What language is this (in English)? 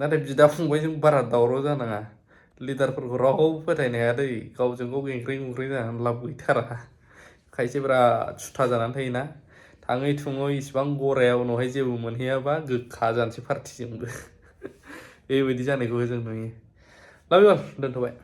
Bodo